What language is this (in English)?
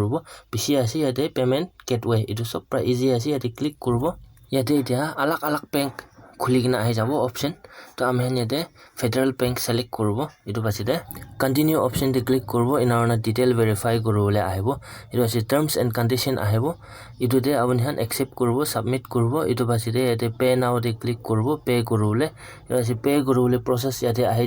Naga Pidgin